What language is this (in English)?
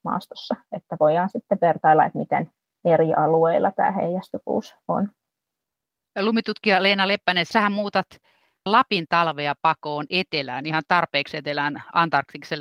Finnish